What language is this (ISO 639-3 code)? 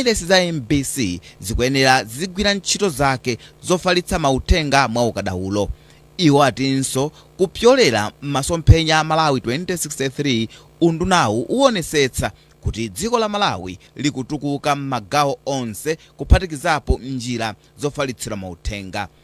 nya